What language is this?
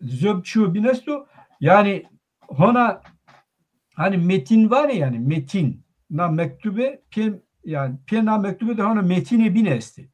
Zaza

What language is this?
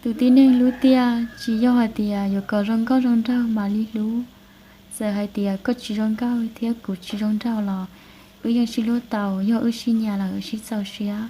Hmong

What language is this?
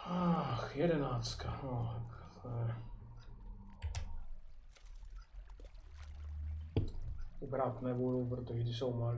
Czech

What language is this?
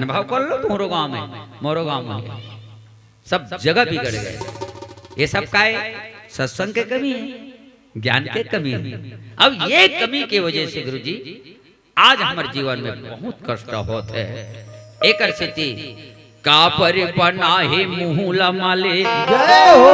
Chhattisgarhi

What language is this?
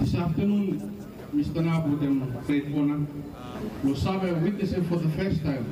Bislama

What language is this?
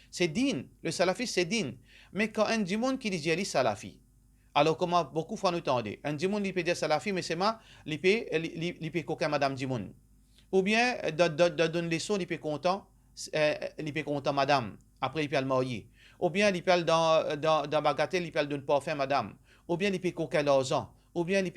Morisyen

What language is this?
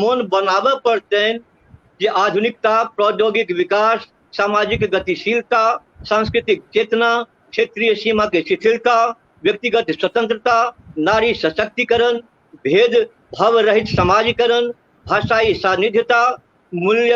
Maithili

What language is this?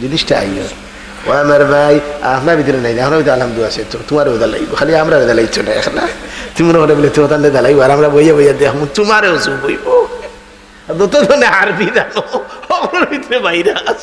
Sylheti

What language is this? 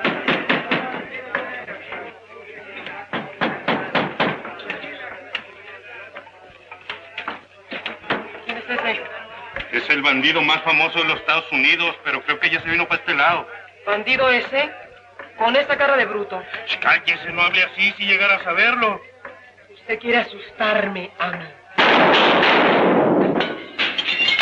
Spanish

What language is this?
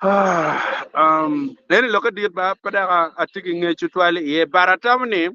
Acoli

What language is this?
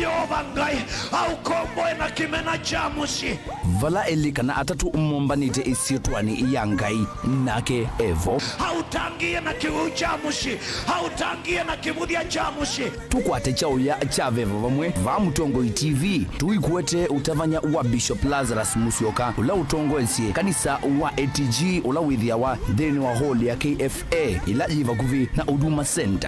Kamba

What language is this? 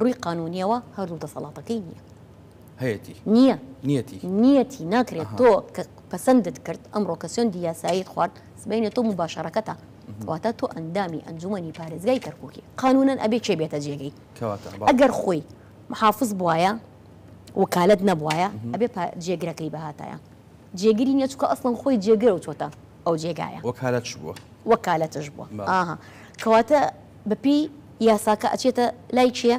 Central Kurdish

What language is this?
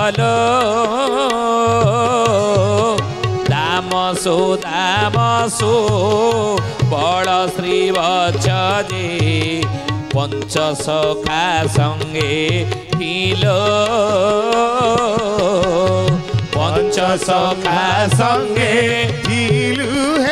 Odia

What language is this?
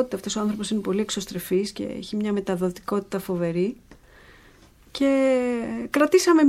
Greek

